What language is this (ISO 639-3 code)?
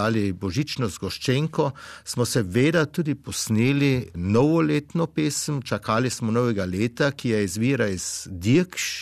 slv